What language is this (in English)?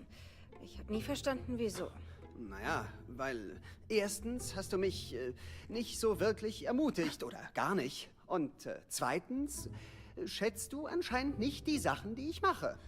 Swiss German